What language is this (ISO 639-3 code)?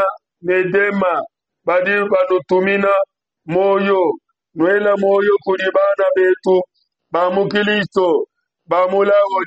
lua